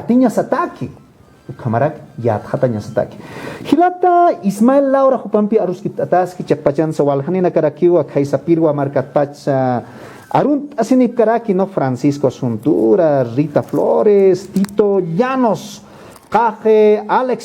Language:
Aymara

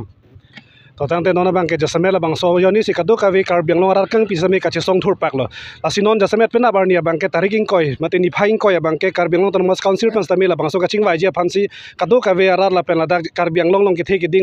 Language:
Karbi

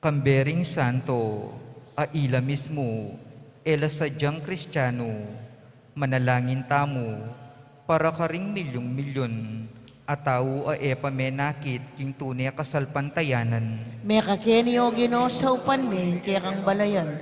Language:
Pampanga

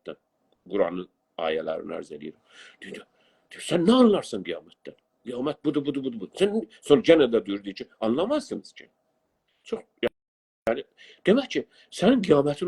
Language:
South Azerbaijani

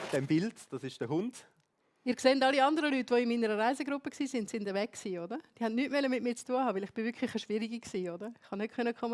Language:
Swiss German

